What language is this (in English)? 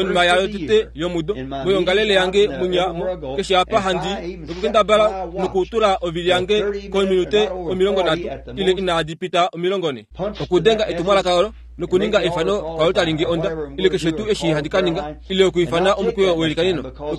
Kuanyama